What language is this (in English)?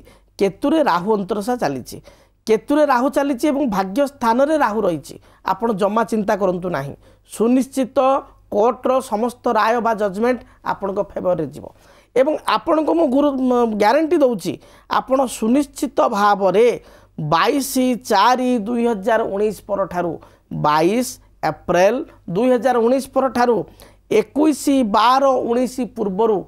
Odia